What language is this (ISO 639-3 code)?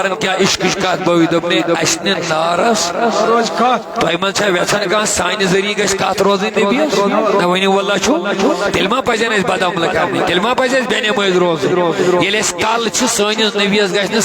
kas